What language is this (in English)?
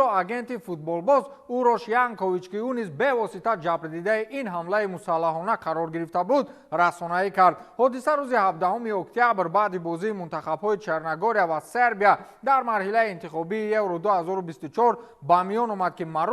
Tajik